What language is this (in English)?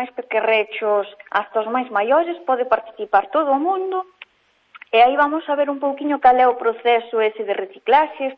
Galician